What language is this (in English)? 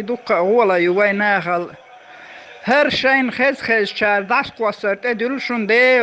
Chechen